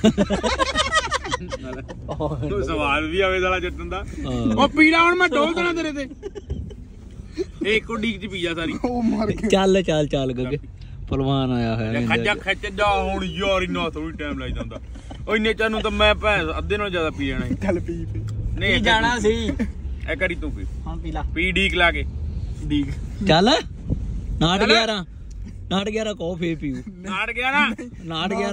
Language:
Punjabi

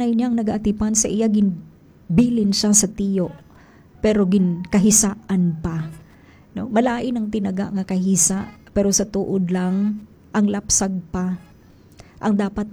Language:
Hiligaynon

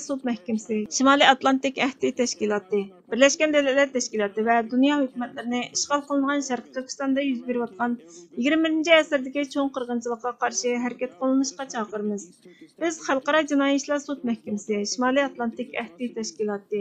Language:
Uyghur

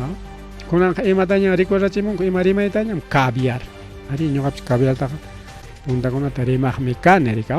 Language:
Ayacucho Quechua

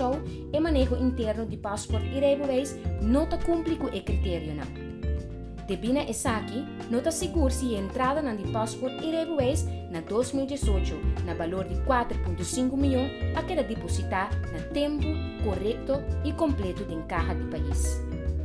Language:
Papiamento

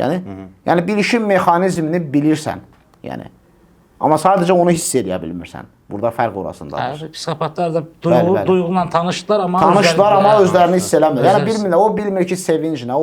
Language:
Azerbaijani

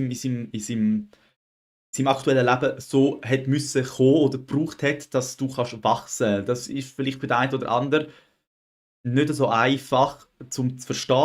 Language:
Swiss German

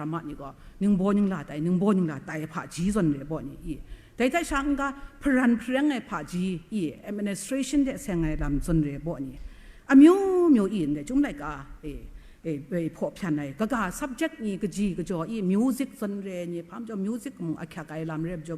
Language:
Kachin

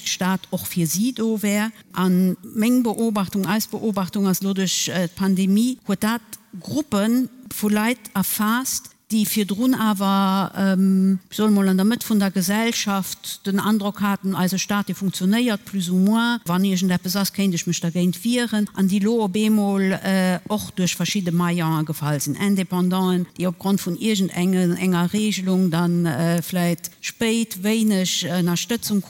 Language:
Luxembourgish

